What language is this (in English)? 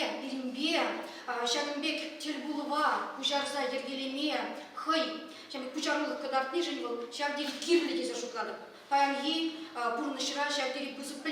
Chuvash